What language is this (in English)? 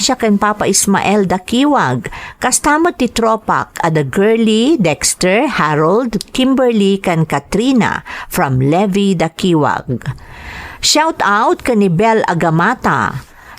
Iloko